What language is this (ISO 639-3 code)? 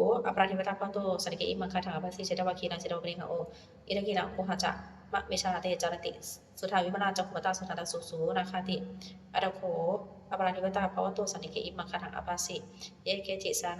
pli